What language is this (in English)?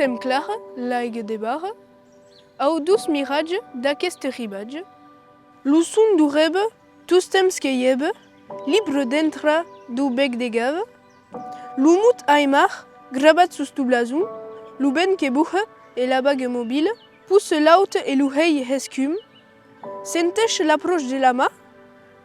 Occitan